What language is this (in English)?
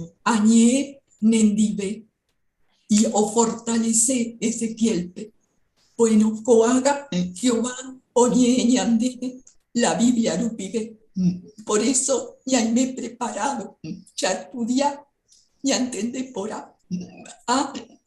Guarani